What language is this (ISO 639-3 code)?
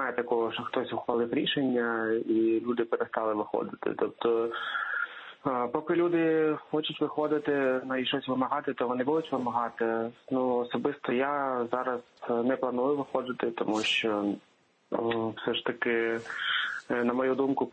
ukr